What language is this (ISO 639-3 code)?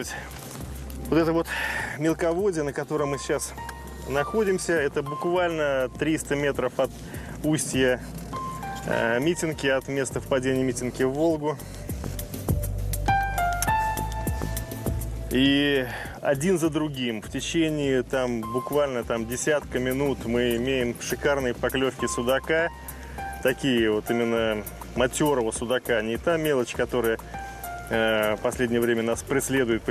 rus